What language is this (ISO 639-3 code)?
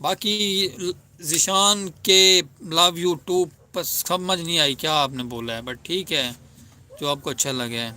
skr